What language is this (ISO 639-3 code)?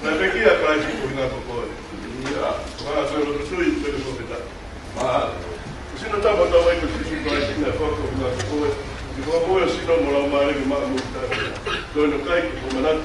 ton